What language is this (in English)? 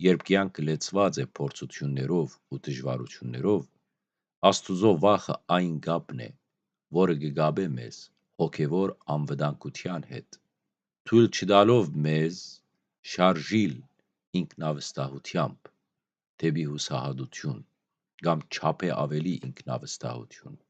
Western Armenian